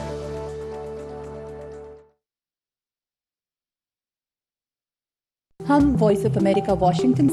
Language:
Urdu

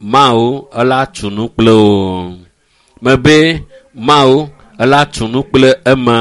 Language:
Ewe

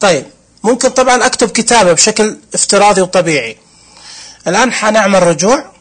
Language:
Najdi Arabic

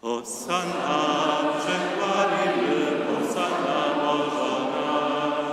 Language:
Upper Sorbian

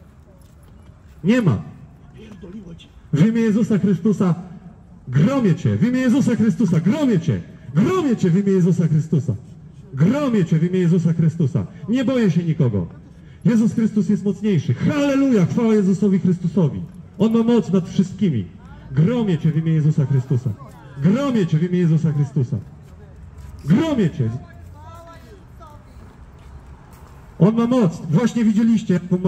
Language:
Polish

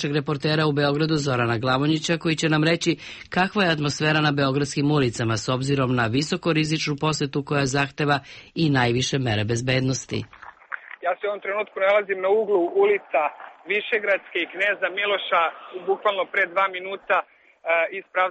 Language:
Serbian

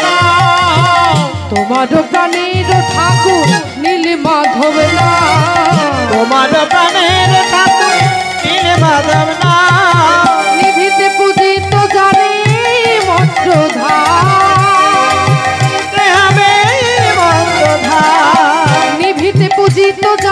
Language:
Bangla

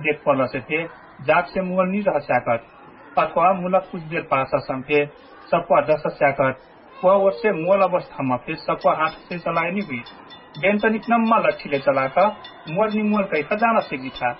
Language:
Dangaura Tharu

